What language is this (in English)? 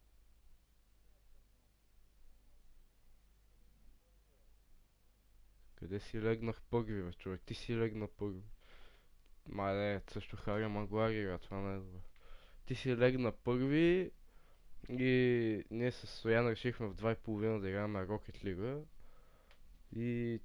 Bulgarian